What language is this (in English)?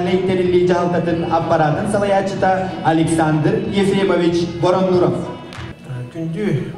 Yakut